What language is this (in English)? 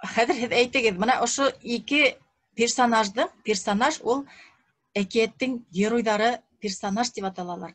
Bashkir